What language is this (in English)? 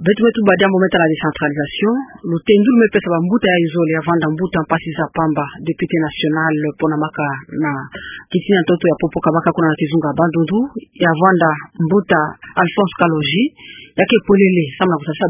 Kituba (Democratic Republic of Congo)